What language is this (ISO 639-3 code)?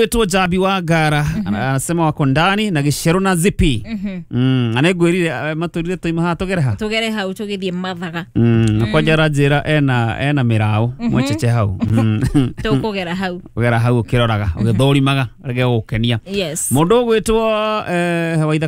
kik